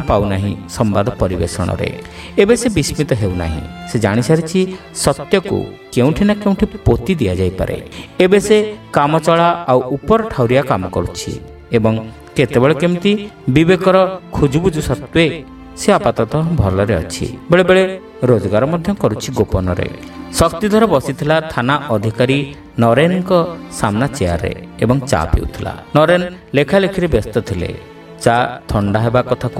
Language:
Odia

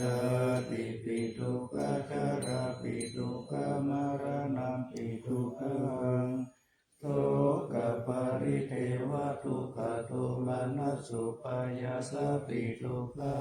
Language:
Pali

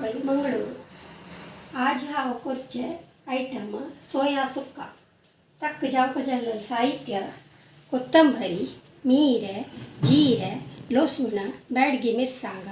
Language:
Konkani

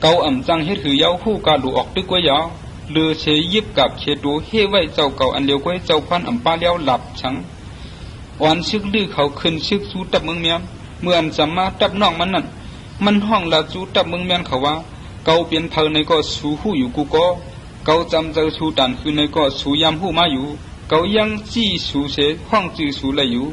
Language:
Shan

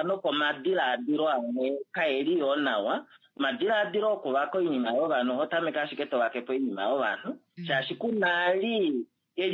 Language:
Kuanyama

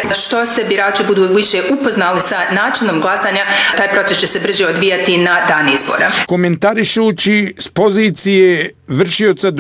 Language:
Bosnian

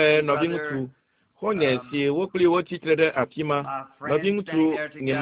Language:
Ewe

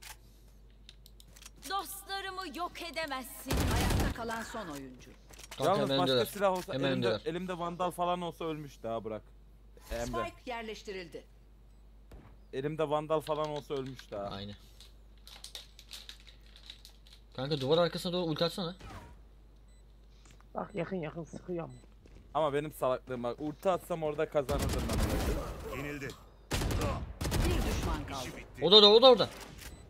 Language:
Turkish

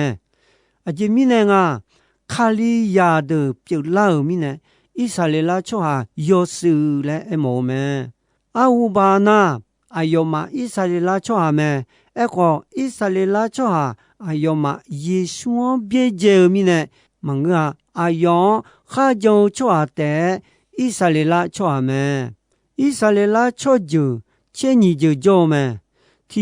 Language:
Akha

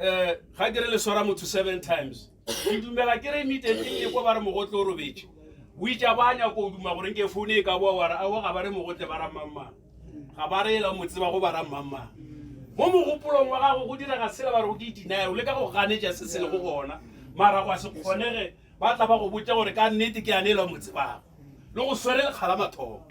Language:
Northern Sotho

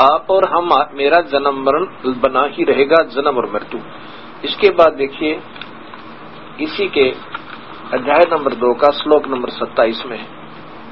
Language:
Hindi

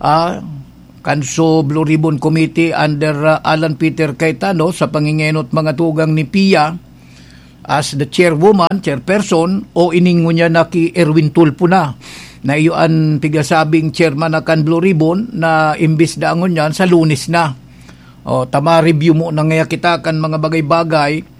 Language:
Bikol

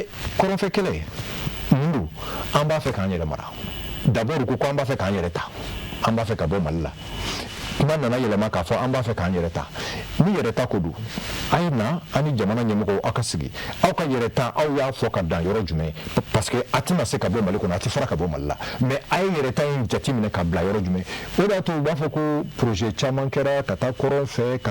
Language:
Bambara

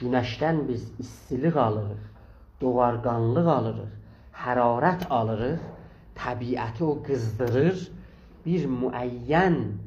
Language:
South Azerbaijani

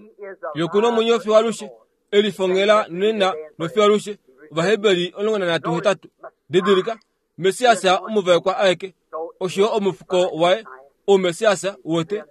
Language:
Kuanyama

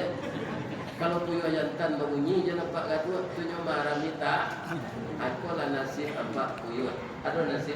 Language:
Minangkabau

